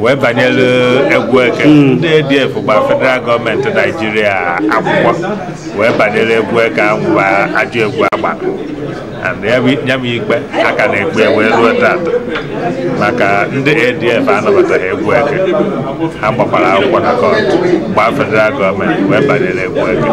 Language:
Igbo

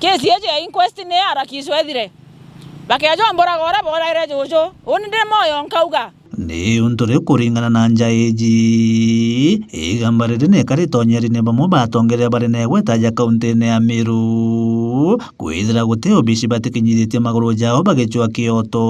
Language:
Meru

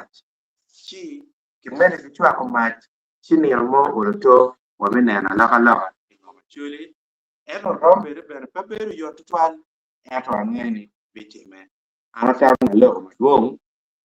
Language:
Acoli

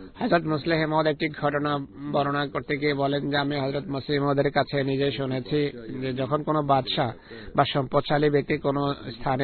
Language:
Bangla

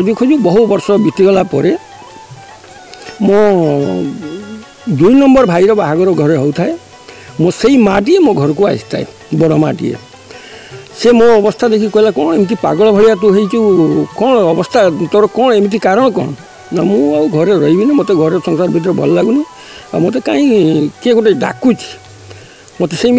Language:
Odia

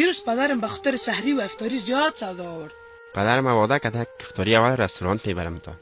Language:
Tajik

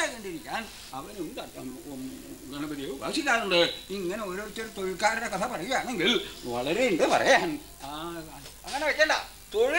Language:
Malayalam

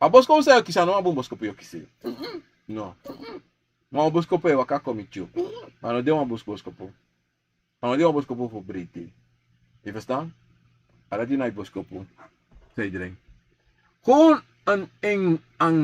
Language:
Sranan Tongo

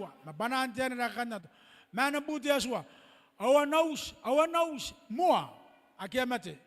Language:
Gilbertese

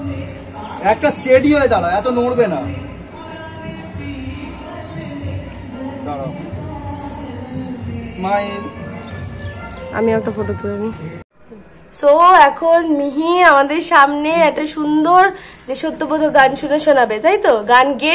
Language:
Bangla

